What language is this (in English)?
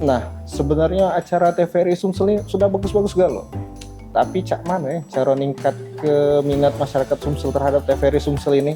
Musi